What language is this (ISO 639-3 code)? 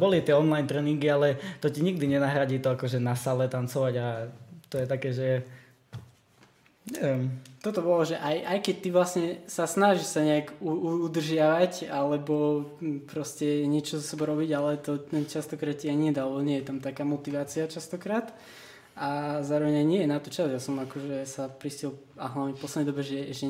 slk